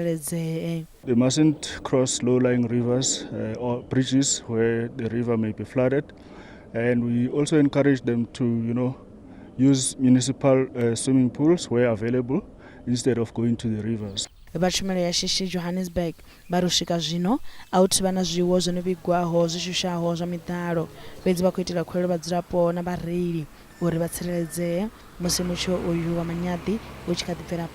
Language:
Venda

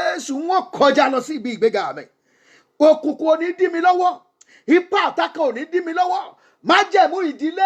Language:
Yoruba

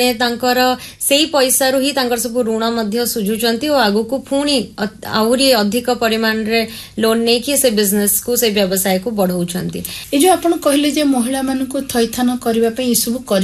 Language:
Odia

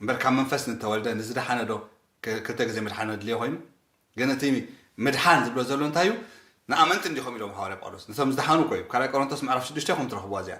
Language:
Tigrinya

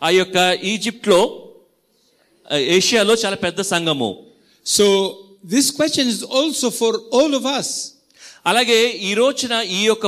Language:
Telugu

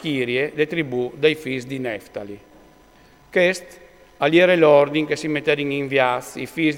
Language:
Friulian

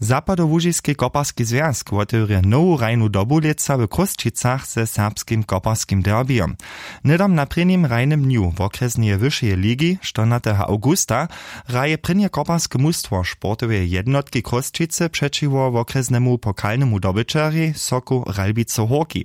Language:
Upper Sorbian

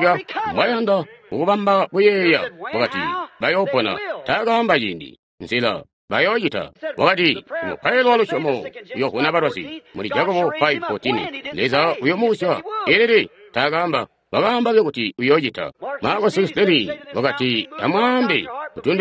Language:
Tonga (Zambia)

